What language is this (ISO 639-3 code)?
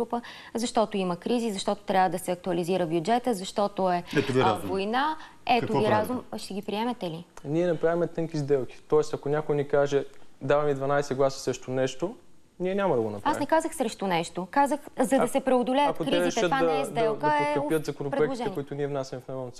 bul